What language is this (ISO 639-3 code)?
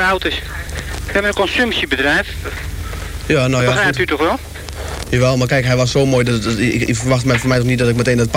nld